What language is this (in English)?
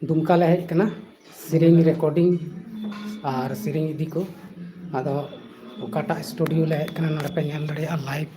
Santali